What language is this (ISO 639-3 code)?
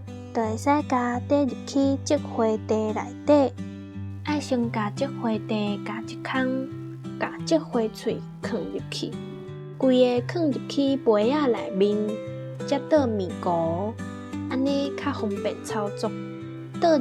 nan